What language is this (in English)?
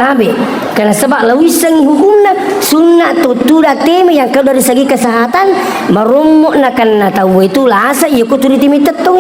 Buginese